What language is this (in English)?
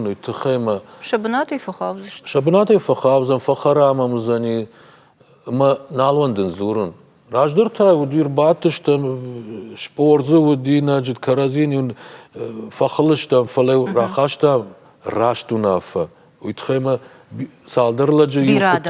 Ossetic